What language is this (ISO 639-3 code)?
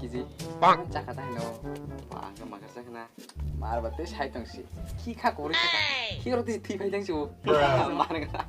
trp